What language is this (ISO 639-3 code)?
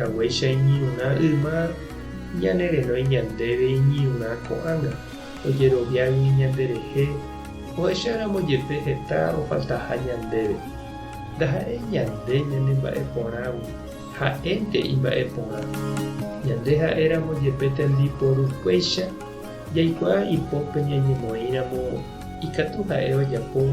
grn